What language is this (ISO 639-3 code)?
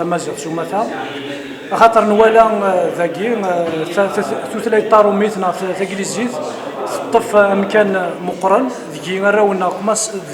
kab